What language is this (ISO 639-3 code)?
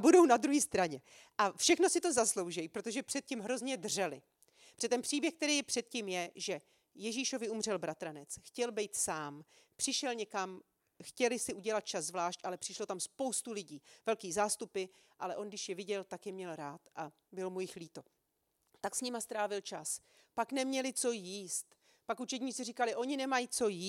ces